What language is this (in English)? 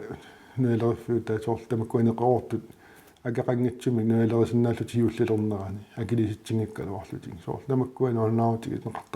Kalaallisut